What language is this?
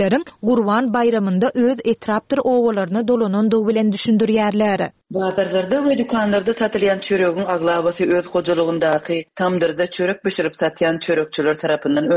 Turkmen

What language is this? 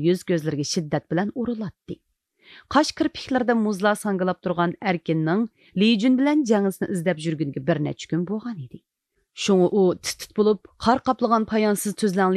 Uyghur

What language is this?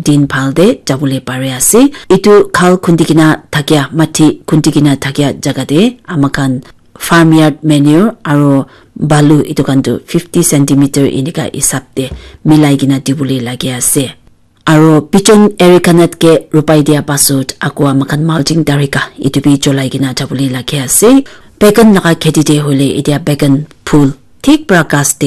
Naga Pidgin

